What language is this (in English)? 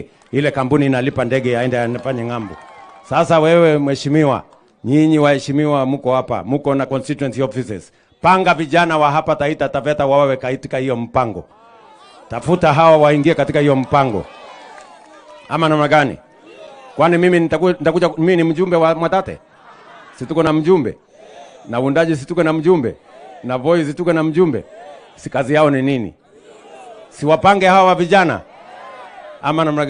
Swahili